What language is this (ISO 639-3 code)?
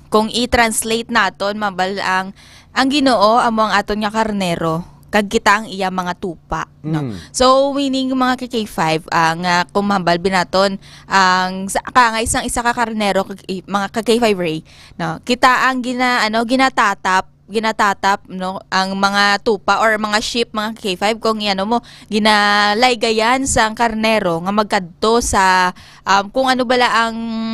hil